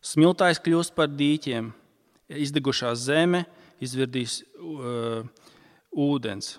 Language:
Latvian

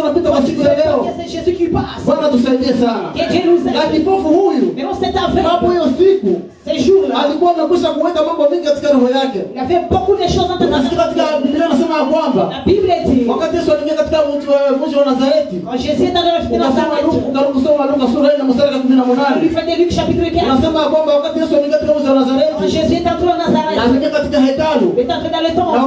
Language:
Swahili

